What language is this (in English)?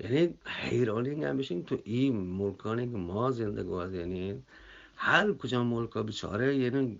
Eastern Balochi